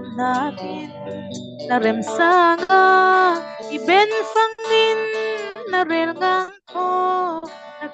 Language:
Falam Chin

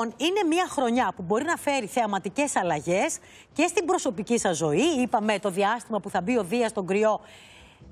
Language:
Greek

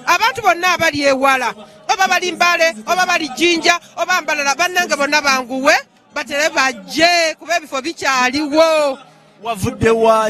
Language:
Ganda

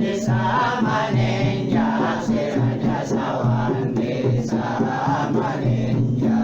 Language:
Banjar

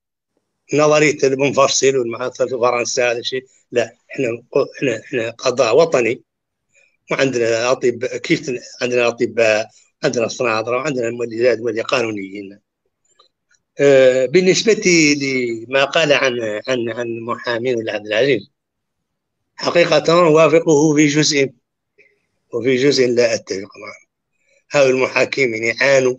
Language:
Arabic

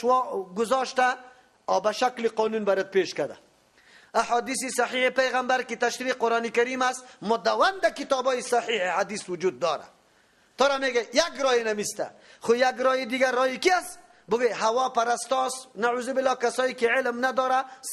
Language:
Persian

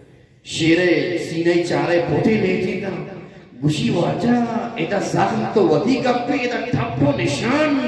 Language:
Eastern Balochi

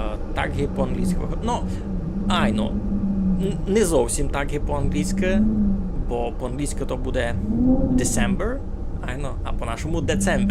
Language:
Rusyn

